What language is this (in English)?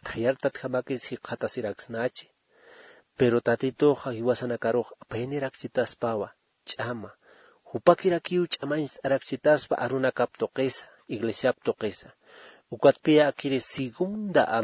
Aymara